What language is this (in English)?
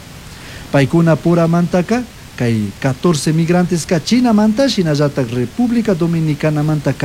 Chimborazo Highland Quichua